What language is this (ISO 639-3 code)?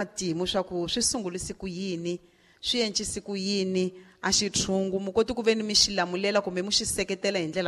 tso